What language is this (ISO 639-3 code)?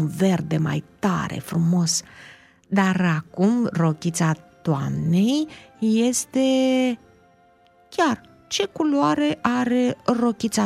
ron